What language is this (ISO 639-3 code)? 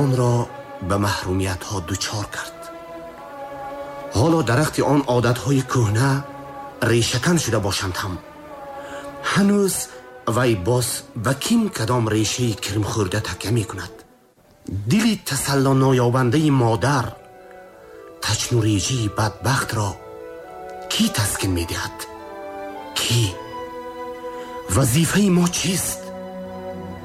tgk